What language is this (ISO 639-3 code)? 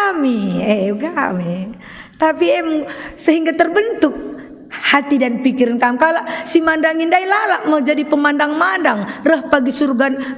btx